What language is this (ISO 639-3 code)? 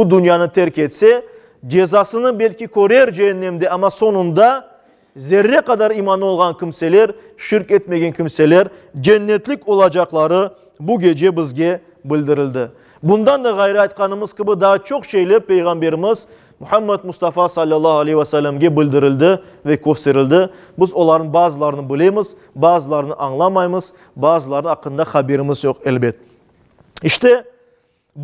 crh